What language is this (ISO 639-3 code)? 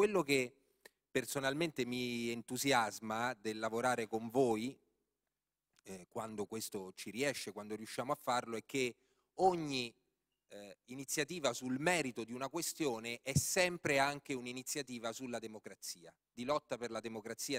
ita